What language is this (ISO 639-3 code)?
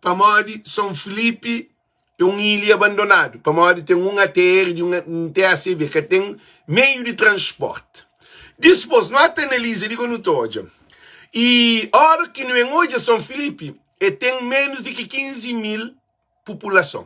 kea